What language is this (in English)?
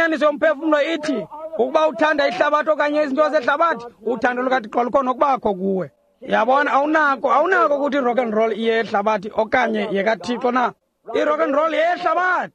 Xhosa